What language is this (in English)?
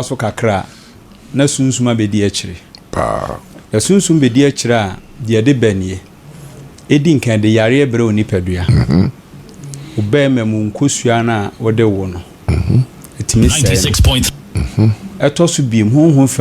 Akan